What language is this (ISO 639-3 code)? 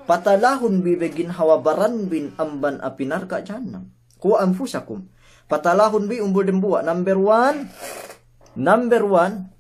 yka